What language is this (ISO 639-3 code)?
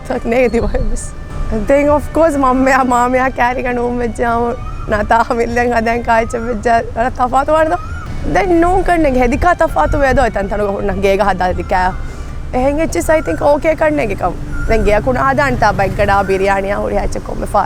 div